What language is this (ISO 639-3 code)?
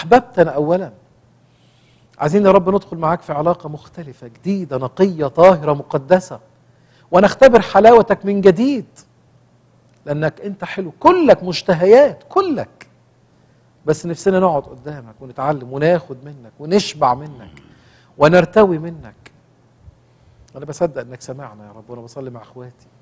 arz